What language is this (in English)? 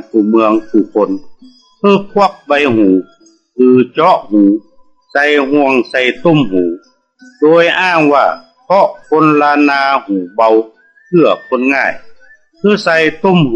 Northern Thai